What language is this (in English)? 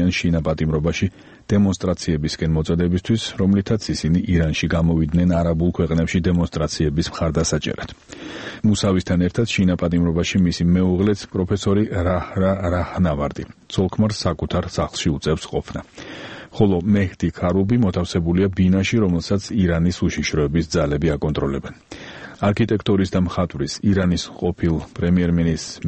Georgian